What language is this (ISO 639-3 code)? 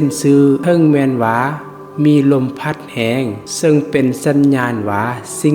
lao